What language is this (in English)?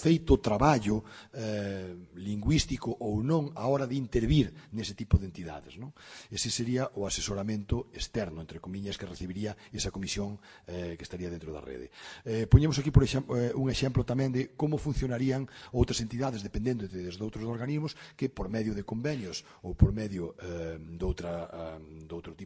Galician